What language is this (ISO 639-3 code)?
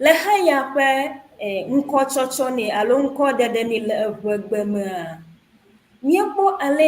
ewe